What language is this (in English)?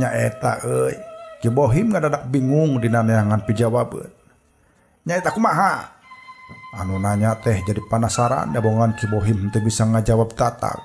Sundanese